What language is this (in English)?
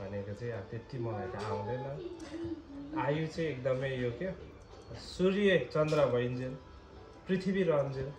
Nepali